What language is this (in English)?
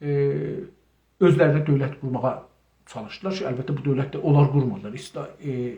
South Azerbaijani